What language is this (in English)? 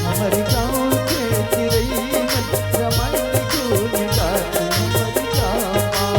Chhattisgarhi